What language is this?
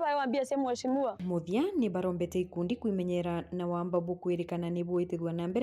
Meru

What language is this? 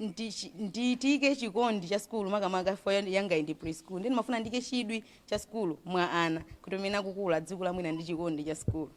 Nyanja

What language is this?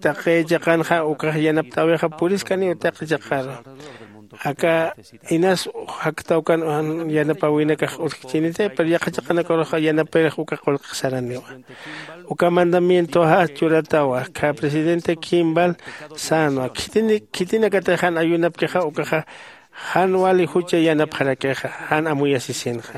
Aymara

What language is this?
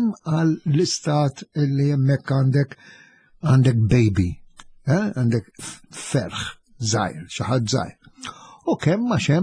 Maltese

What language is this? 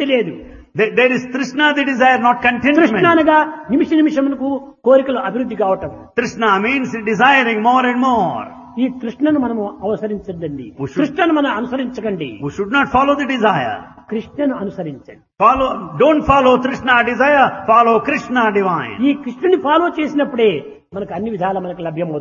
Telugu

